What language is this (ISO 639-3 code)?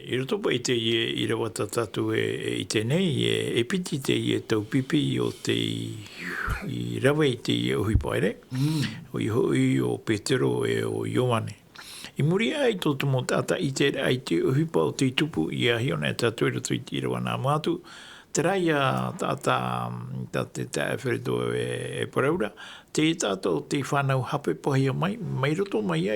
tah